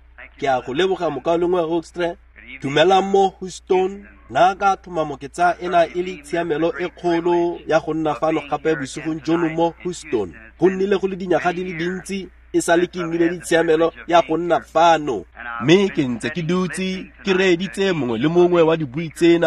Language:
Tswana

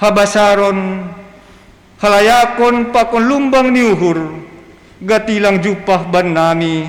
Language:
Batak Simalungun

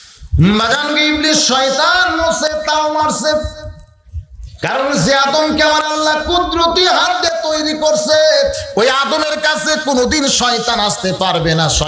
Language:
Bangla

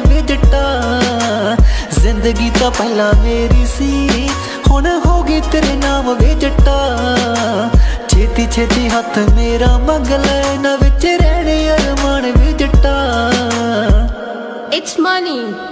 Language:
Punjabi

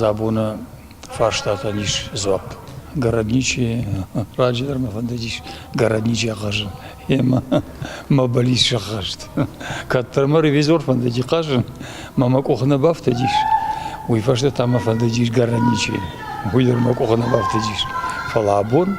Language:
Ossetic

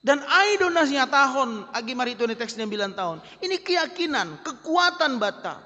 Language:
Batak Simalungun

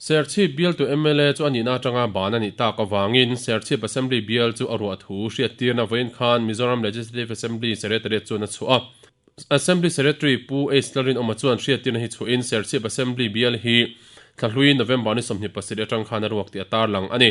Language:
Mizo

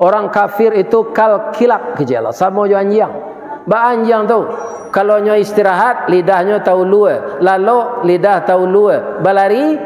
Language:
Minangkabau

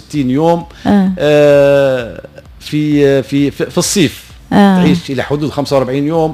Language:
Tunisian Arabic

